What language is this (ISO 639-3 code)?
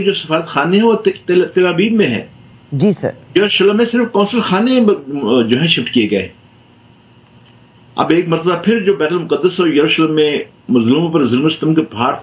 urd